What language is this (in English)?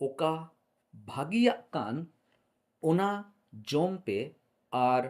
Santali